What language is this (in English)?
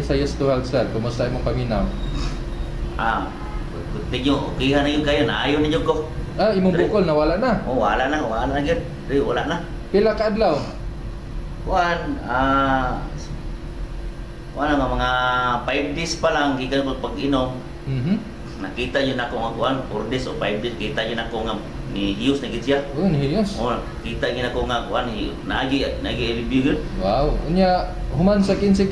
Cebuano